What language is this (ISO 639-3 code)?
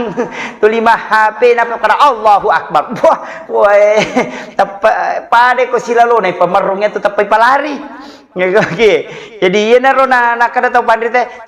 bug